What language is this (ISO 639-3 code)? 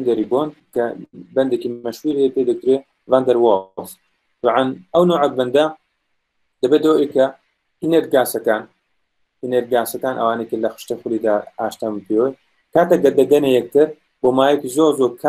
ckb